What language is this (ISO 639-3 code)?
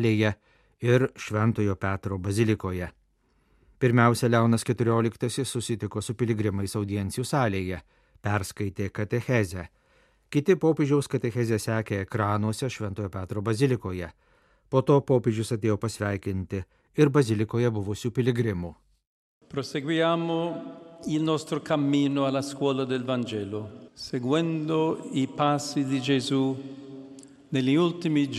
lit